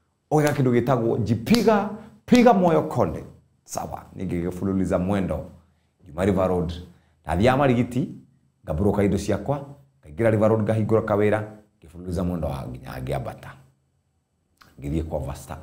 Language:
Kikuyu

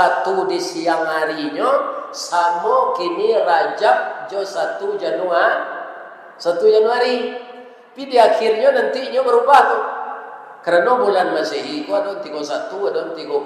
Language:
Minangkabau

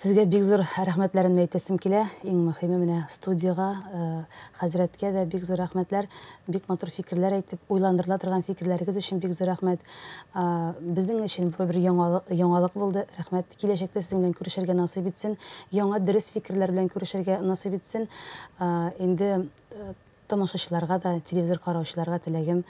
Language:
Tatar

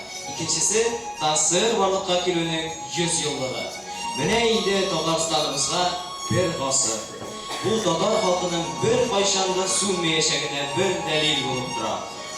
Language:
Tatar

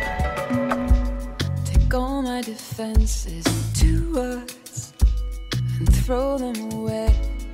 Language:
Czech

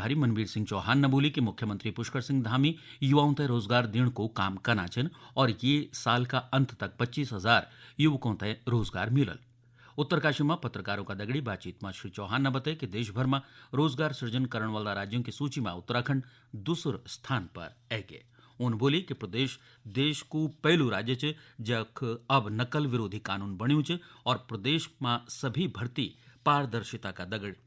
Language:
Garhwali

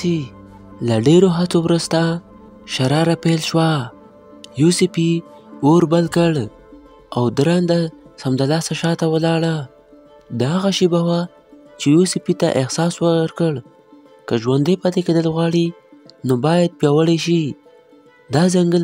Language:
Pashto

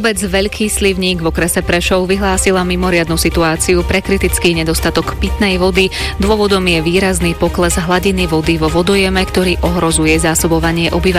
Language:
Slovak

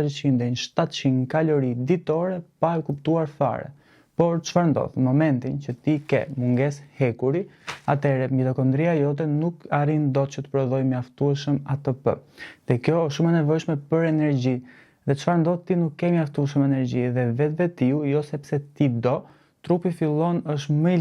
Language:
Albanian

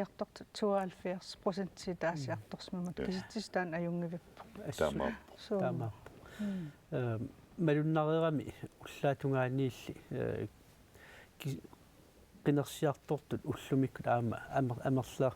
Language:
Kalaallisut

